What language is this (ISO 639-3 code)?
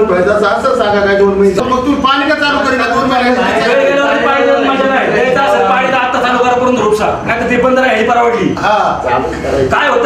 mar